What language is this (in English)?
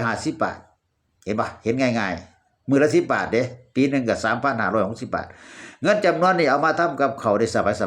Northeastern Thai